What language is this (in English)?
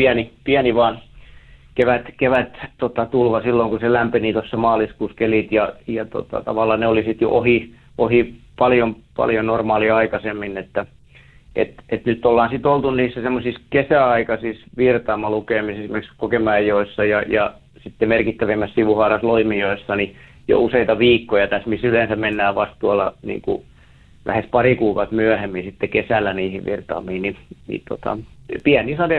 Finnish